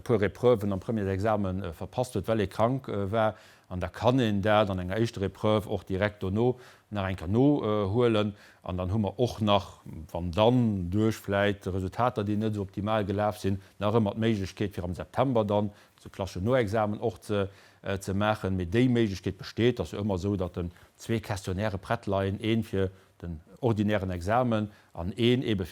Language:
Luxembourgish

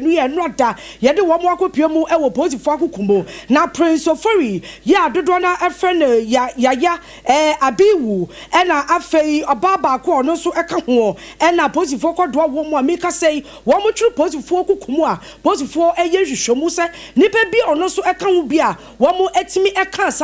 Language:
Akan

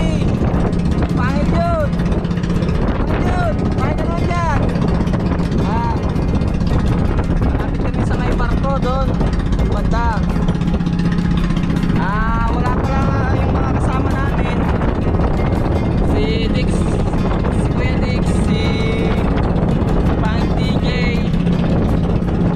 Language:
Filipino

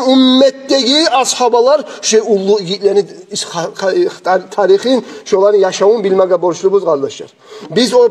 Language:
Kumyk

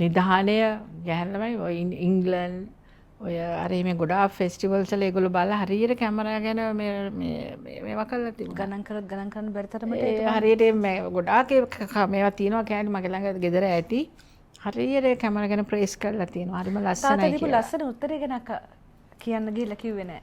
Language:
Sinhala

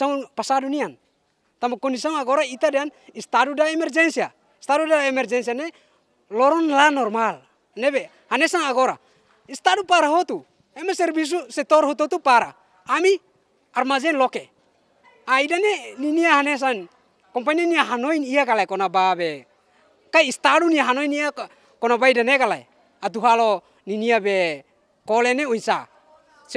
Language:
Tetum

